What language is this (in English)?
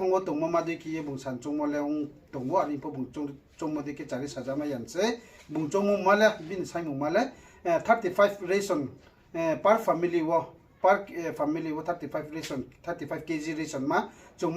Riang (India)